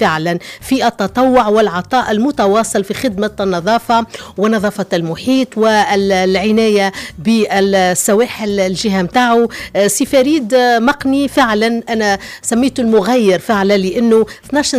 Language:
Tunisian Arabic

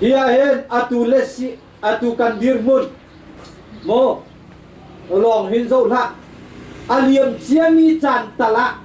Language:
Hakha Chin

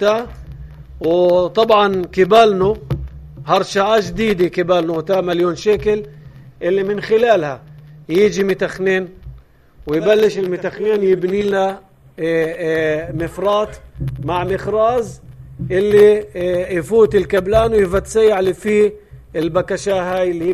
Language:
North Levantine Arabic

